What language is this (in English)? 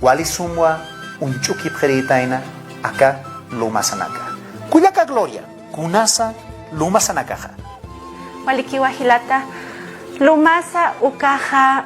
Aymara